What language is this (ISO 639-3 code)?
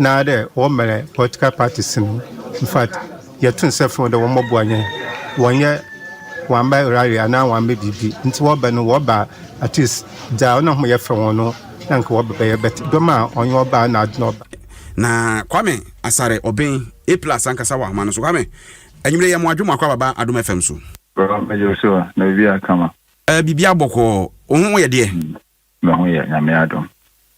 aka